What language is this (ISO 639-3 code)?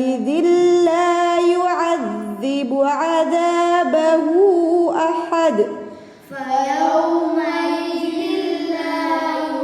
div